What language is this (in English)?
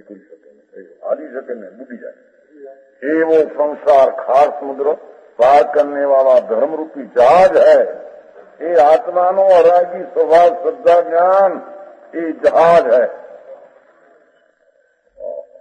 Gujarati